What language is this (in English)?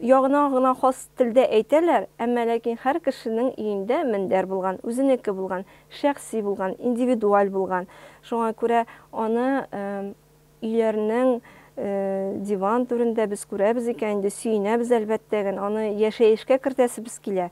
Tatar